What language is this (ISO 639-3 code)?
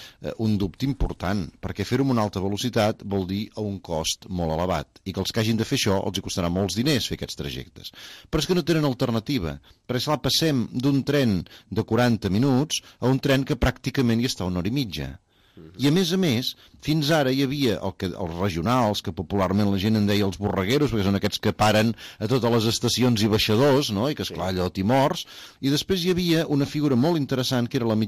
cat